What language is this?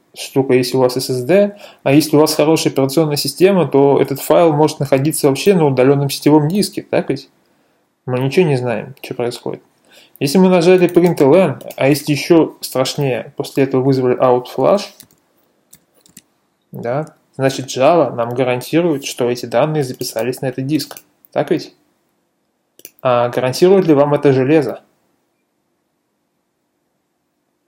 Russian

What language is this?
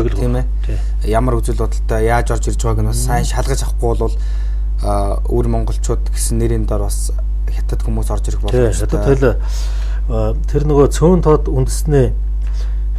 Mongolian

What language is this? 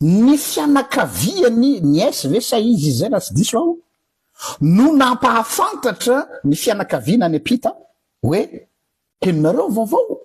Malagasy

